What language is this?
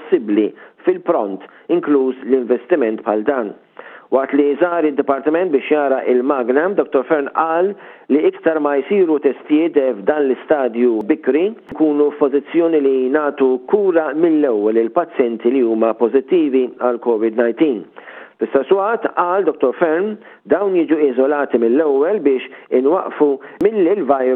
Maltese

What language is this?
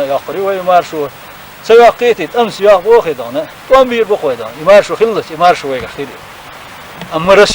Chechen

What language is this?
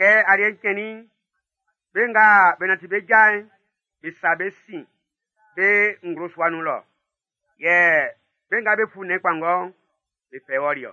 Baoulé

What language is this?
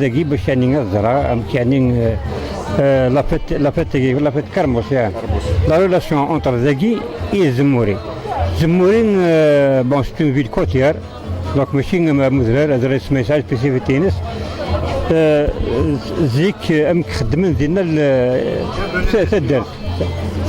Kabyle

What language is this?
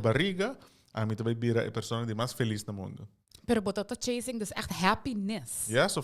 Papiamento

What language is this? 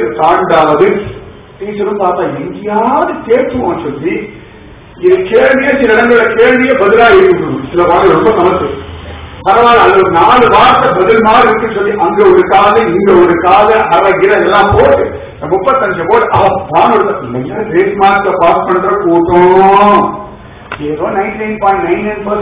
Tamil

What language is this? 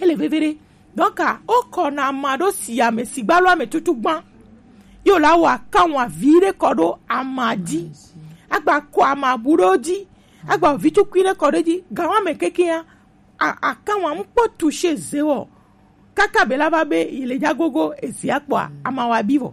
Gen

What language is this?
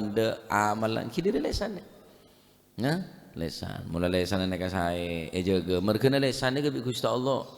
Madurese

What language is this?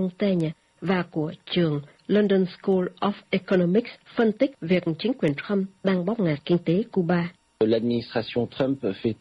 Vietnamese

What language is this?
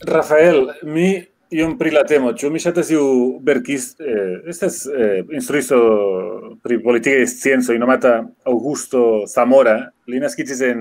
Esperanto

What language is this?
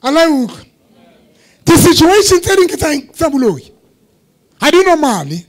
Southern Sotho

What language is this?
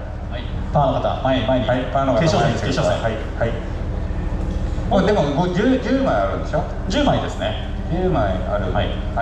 Japanese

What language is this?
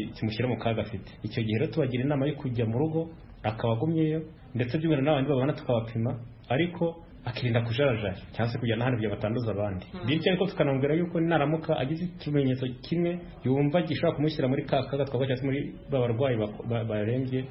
Kinyarwanda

